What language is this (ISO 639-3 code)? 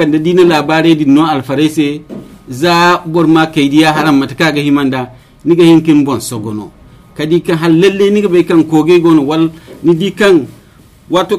dje